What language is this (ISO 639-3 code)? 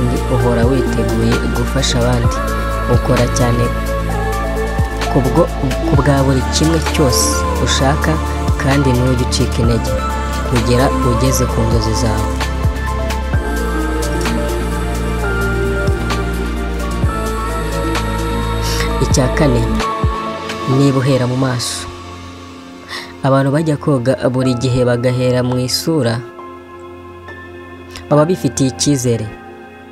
kin